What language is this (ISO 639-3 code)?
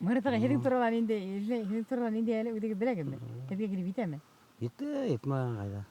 bak